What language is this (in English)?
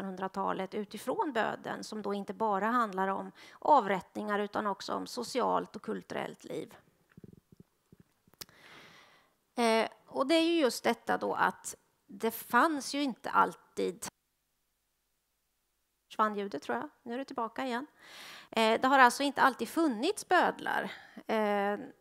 Swedish